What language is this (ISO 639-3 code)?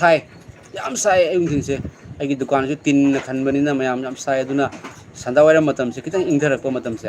mni